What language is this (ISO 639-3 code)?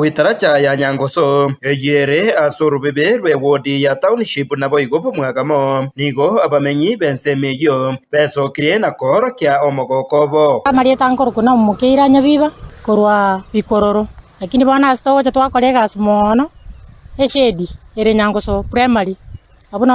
guz